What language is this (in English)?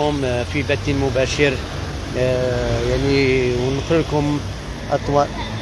Moroccan Arabic